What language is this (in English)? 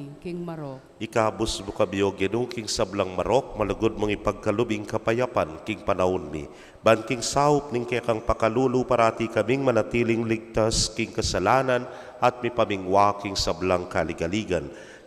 Pampanga